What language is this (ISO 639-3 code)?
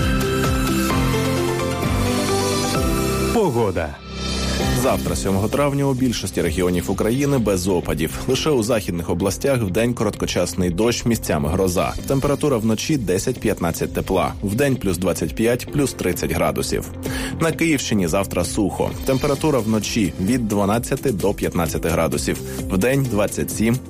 ukr